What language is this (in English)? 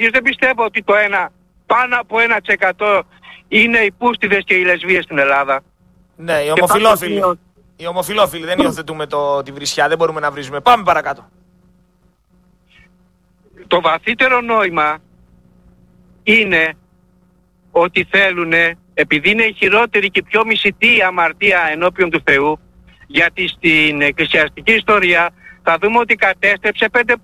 Greek